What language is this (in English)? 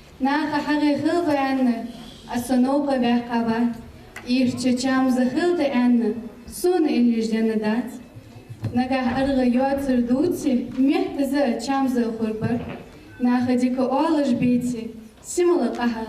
Ingush